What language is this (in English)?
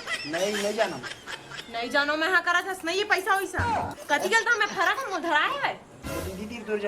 Chhattisgarhi